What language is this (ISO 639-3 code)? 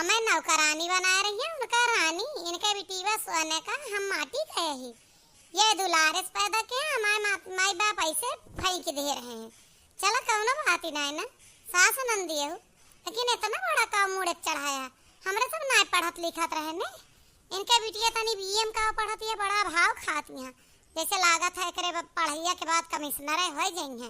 awa